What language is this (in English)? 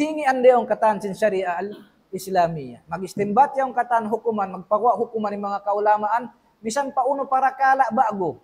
Tausug